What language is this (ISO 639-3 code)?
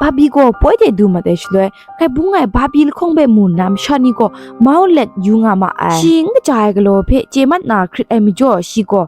kac